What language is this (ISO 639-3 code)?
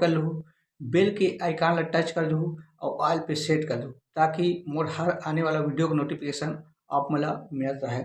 hne